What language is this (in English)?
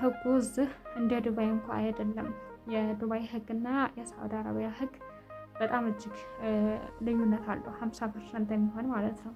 Amharic